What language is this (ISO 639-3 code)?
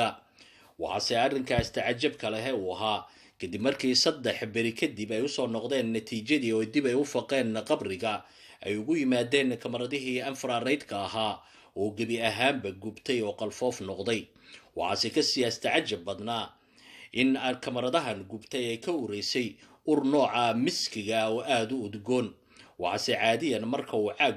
som